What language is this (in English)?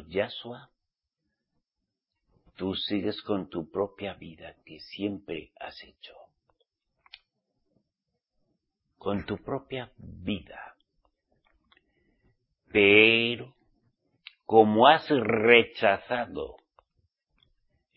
Spanish